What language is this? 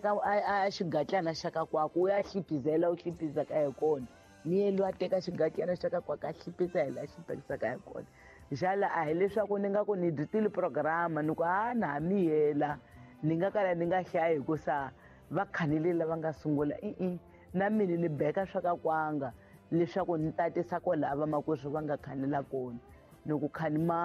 Tsonga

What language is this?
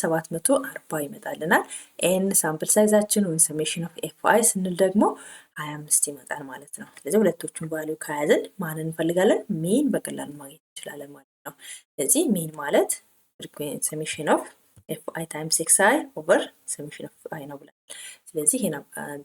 Amharic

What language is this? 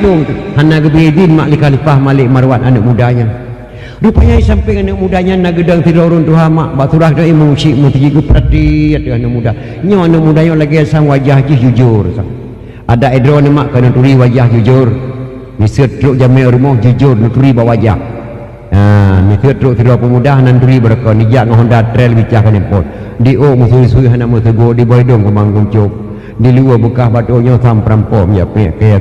Achinese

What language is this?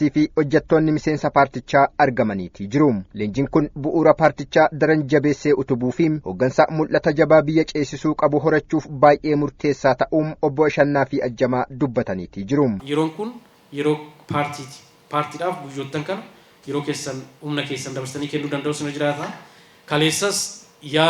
Oromo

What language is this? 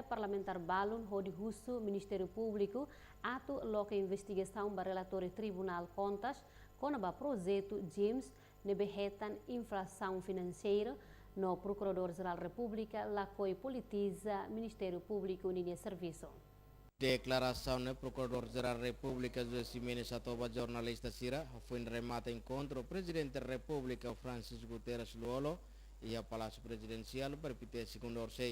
Tetum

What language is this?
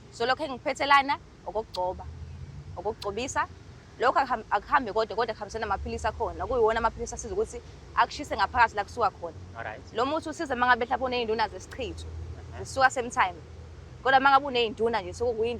Zulu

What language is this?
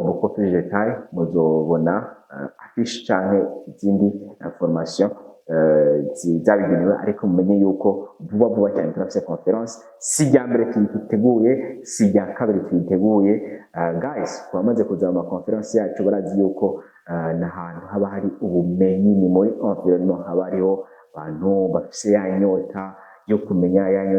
Rundi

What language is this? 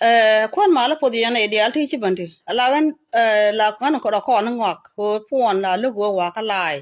Nuer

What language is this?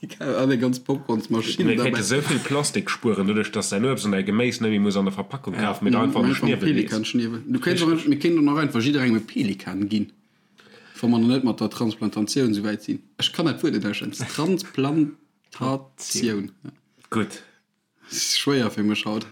Luxembourgish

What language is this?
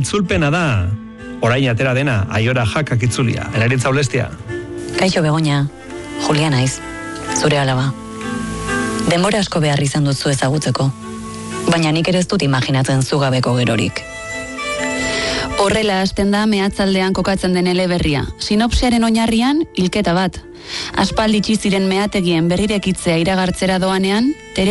Basque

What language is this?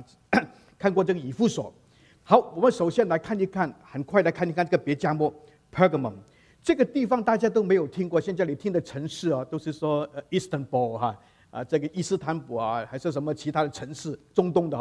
Chinese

